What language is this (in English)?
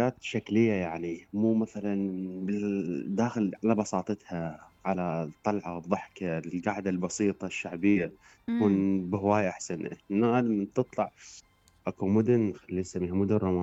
Mesopotamian Arabic